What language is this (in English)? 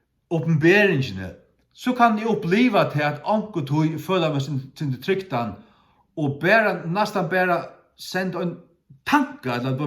Faroese